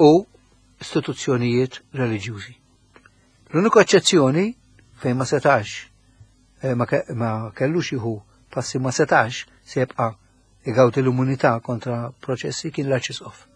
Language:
Maltese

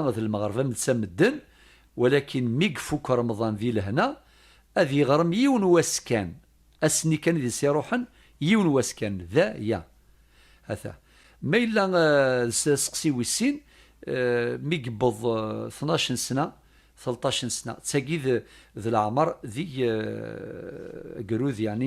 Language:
Kabyle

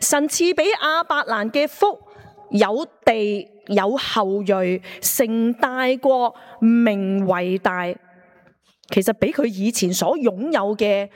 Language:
Cantonese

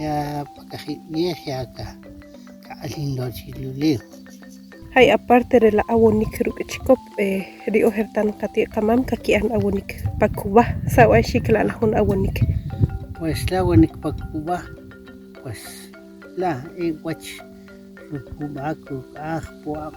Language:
Achi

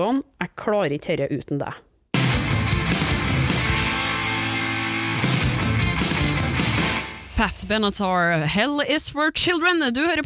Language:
Norwegian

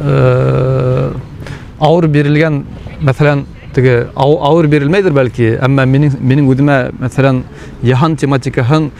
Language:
Bashkir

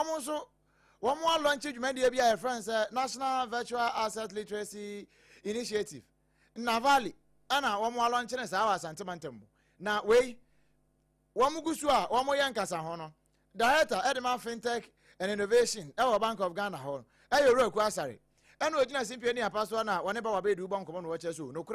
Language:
Akan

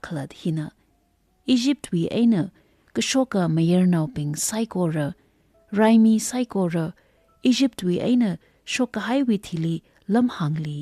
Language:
Tangkhul Naga (India)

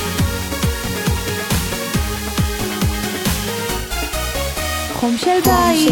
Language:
Hebrew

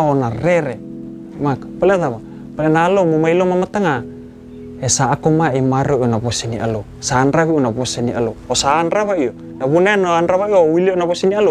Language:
Fijian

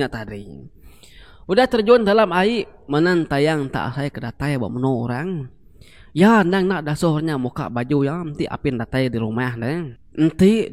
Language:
Iban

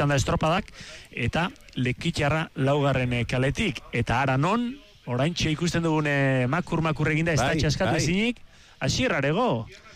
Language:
Basque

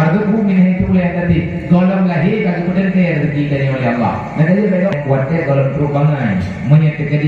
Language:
Achinese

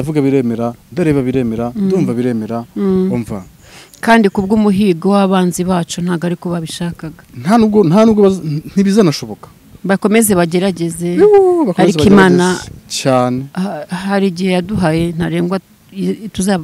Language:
Kinyarwanda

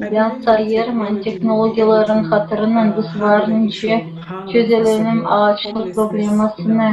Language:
Gagauz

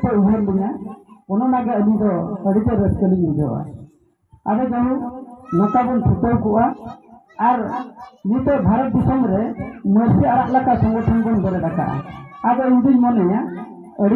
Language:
Santali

